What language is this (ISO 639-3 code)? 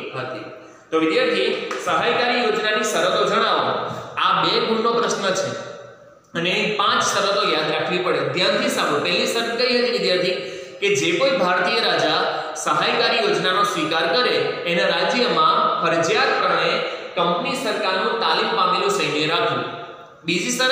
guj